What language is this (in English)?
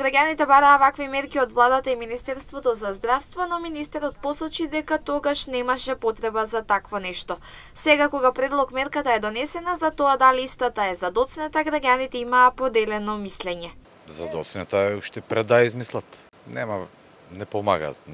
Macedonian